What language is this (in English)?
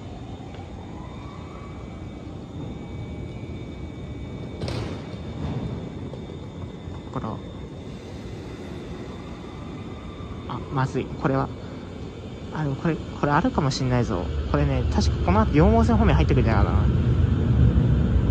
Japanese